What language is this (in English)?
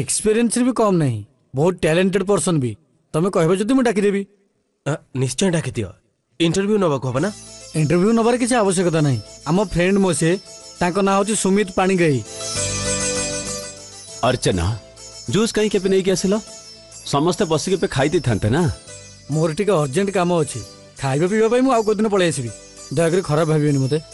Odia